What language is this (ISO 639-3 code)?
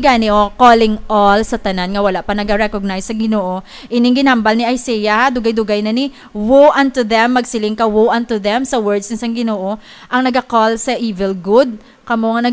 hil